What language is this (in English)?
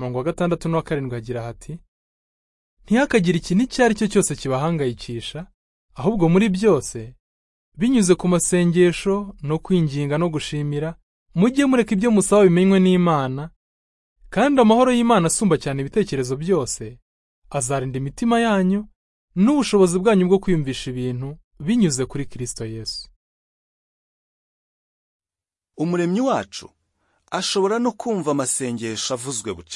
Kinyarwanda